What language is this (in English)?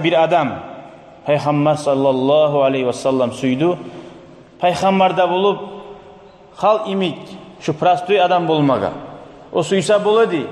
Kumyk